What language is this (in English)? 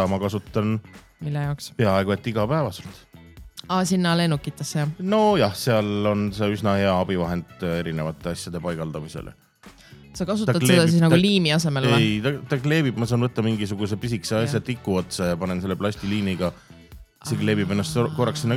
Estonian